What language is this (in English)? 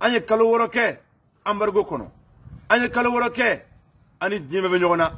Bambara